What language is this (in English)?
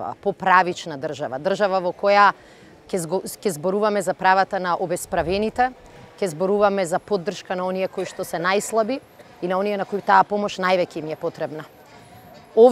Macedonian